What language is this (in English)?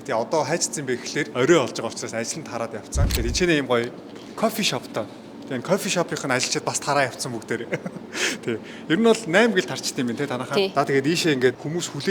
Mongolian